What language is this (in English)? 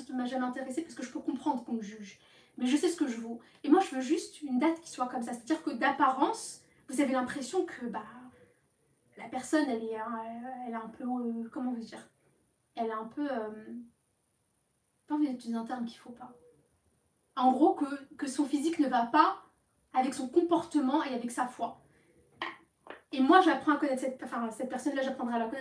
French